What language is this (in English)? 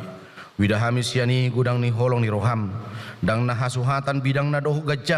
Batak Toba